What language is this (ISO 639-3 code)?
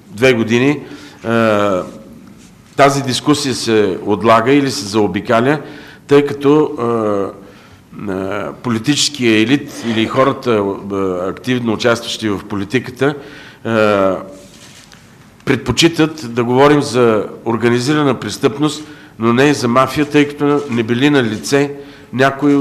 bul